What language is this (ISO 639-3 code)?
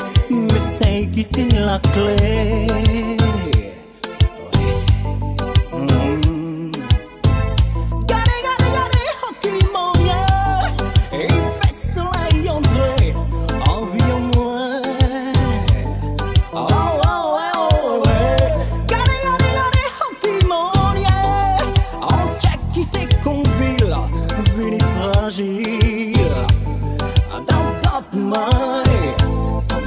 fra